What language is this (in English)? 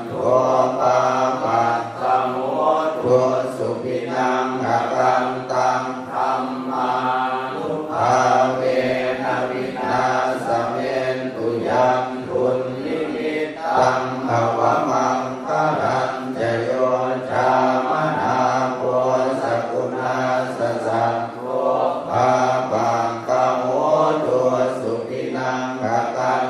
Pali